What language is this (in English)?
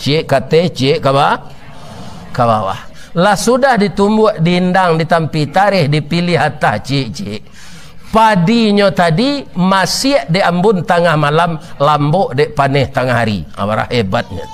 Minangkabau